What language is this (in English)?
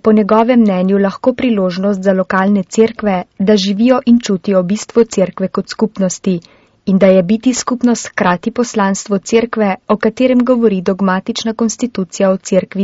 Slovenian